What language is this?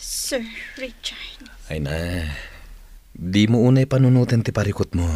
Iloko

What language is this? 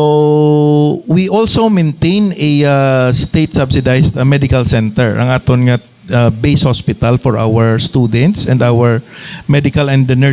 Hiligaynon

